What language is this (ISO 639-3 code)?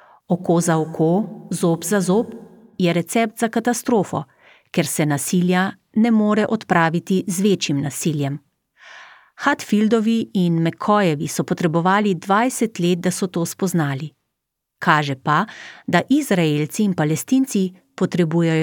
slv